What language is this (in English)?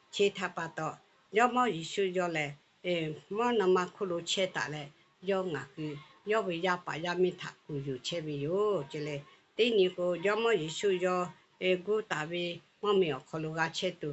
Lahu